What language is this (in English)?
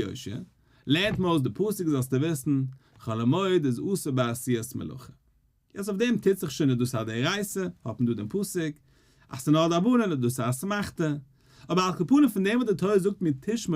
Yiddish